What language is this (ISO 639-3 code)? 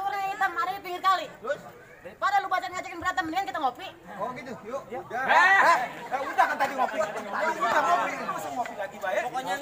bew